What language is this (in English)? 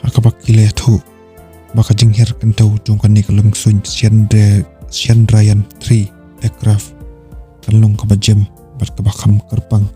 Khasi